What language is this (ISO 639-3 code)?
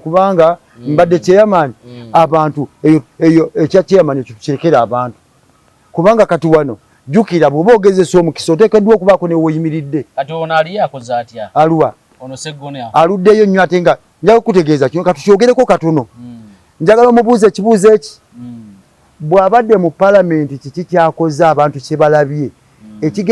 lug